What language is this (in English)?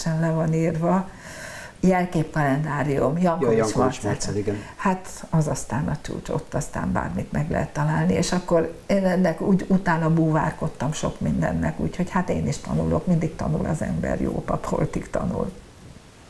Hungarian